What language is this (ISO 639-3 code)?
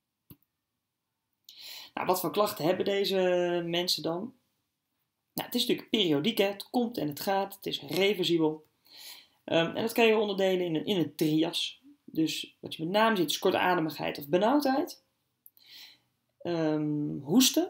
nld